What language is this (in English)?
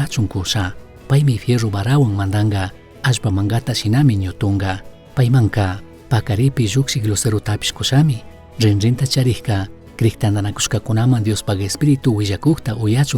Chimborazo Highland Quichua